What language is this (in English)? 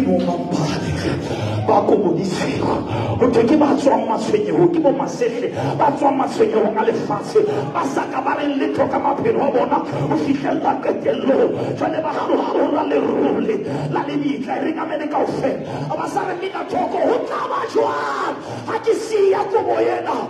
Southern Sotho